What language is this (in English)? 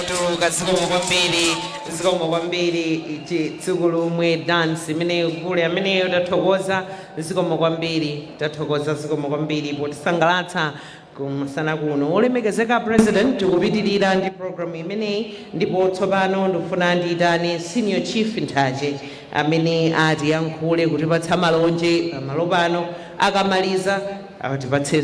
Nyanja